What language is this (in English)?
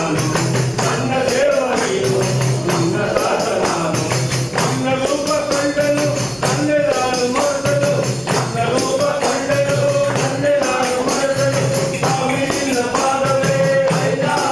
Kannada